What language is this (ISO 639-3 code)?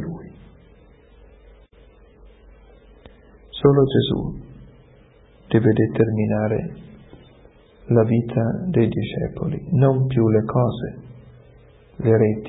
ita